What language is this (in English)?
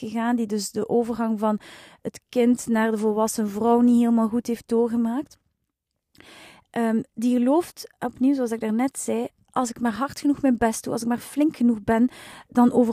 Dutch